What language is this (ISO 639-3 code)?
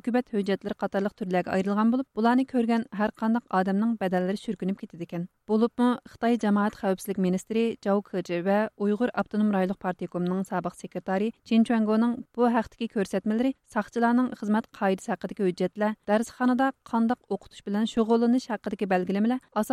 uig